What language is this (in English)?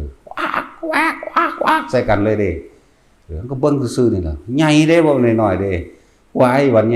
Northeastern Thai